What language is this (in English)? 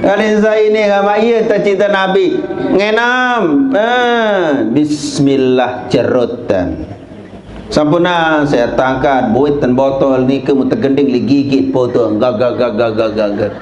Sasak